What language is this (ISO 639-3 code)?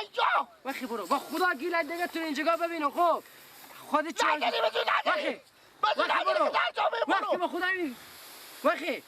fas